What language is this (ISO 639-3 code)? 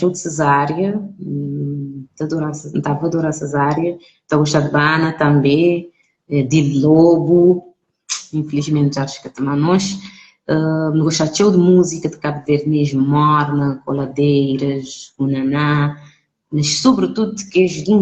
kea